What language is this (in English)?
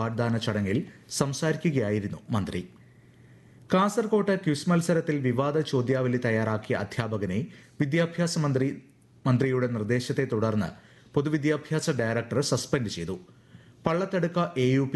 Malayalam